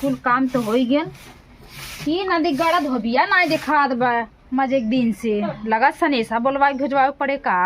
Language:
Awadhi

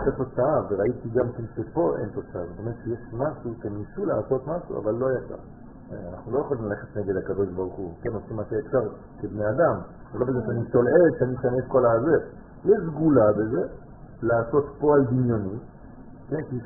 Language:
Hebrew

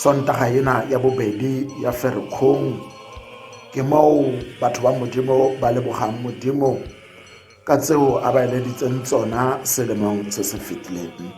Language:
Tswana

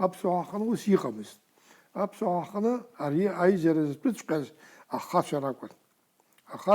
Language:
Abkhazian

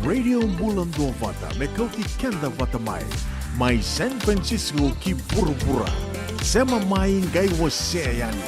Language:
Fijian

